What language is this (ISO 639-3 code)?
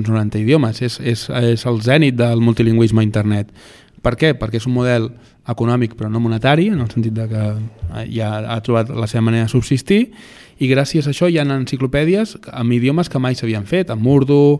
cat